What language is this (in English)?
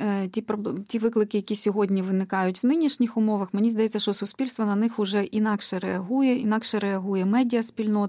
Ukrainian